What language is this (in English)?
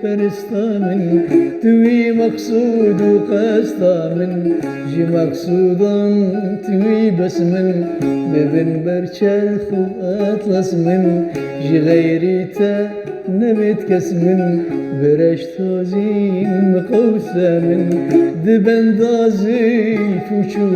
Kurdish